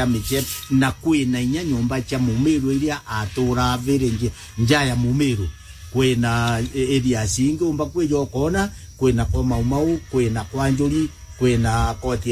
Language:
Meru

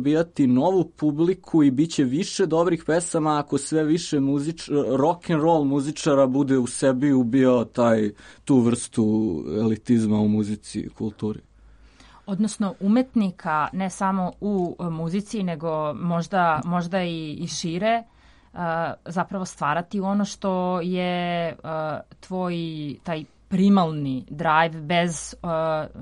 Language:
Serbian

